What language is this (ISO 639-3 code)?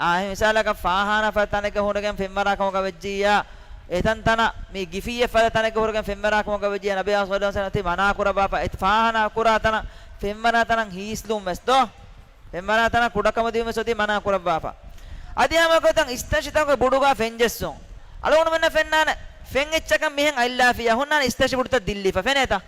div